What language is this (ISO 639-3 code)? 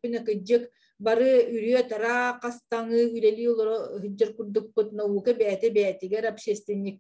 sah